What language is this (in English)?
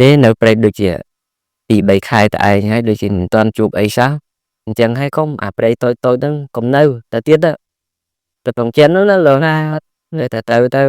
Khmer